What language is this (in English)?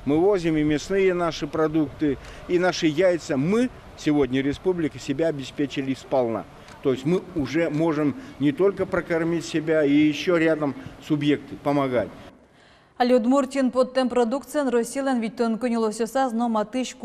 Udmurt